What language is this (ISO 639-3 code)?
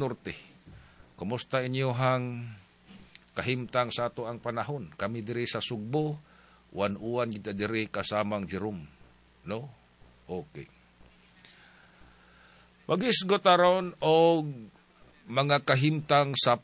ceb